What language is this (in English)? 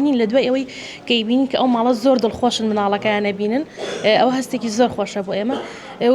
Central Kurdish